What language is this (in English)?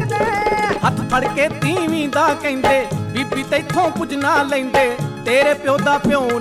Punjabi